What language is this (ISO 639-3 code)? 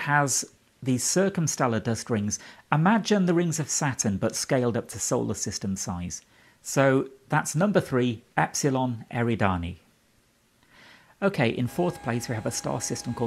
eng